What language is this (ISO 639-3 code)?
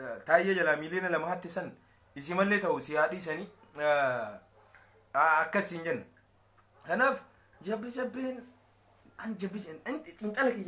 orm